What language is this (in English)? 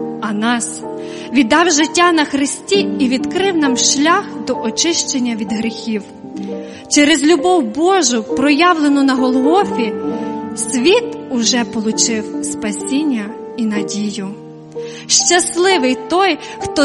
Ukrainian